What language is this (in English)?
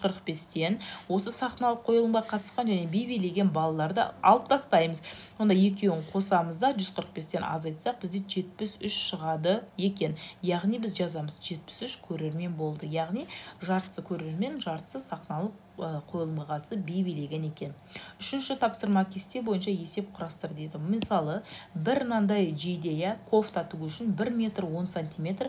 Kazakh